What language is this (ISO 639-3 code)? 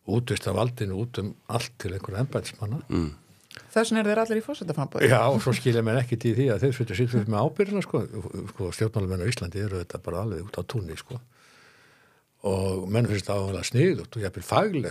isl